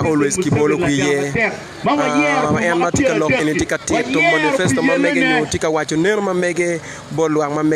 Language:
Acoli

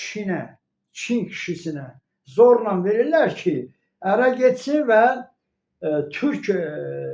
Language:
Azerbaijani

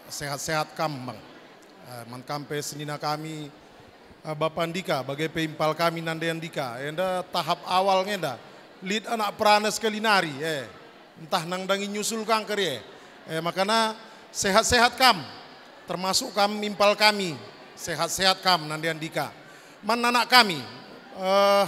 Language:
Batak Karo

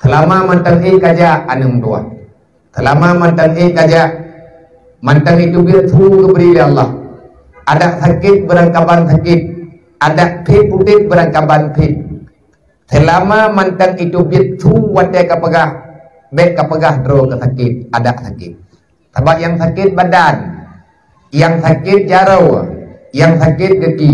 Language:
Achinese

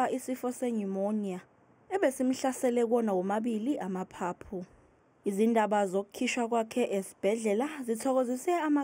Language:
Zulu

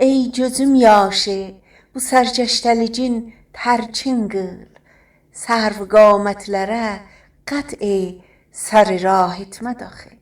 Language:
South Azerbaijani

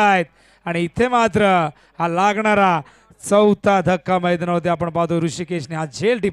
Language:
Marathi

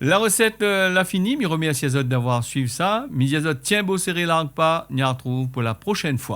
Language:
Réunion Creole French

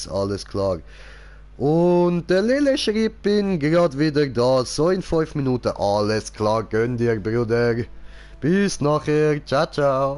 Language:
Swiss German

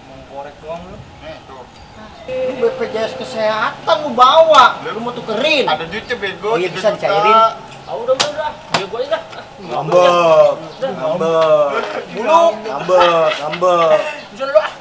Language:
Betawi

